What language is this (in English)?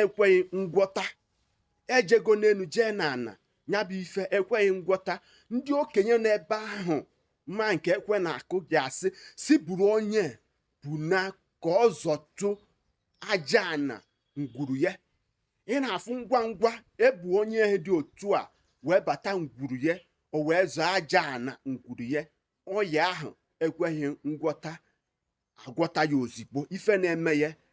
Igbo